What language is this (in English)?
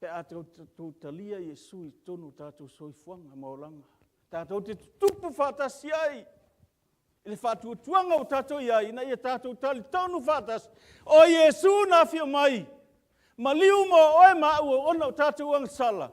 Samoan